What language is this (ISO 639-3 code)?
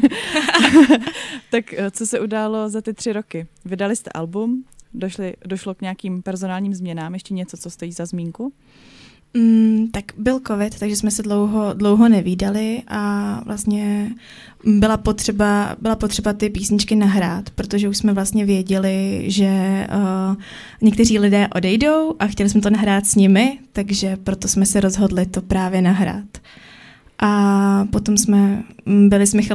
ces